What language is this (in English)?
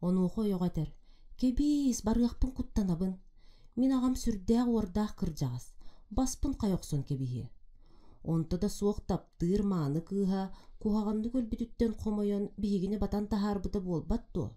Yakut